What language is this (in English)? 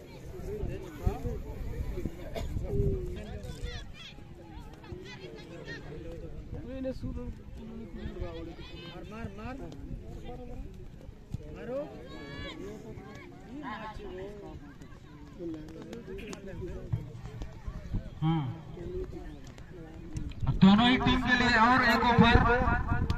Hindi